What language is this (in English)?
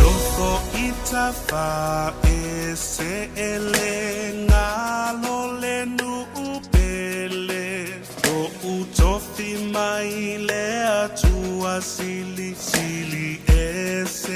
Samoan